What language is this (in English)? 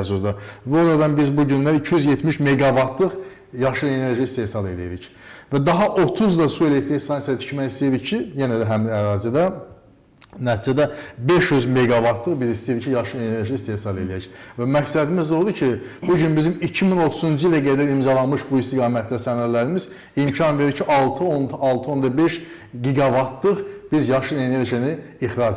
Azerbaijani